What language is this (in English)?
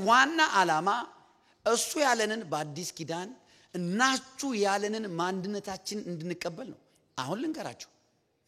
Amharic